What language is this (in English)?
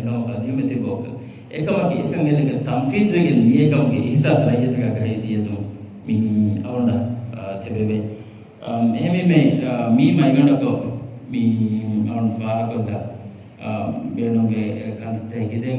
Divehi